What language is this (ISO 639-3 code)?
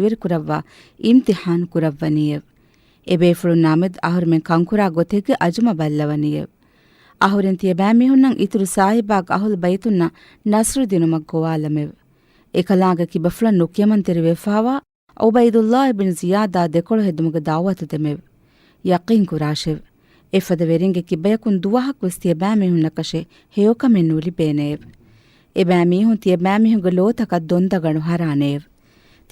div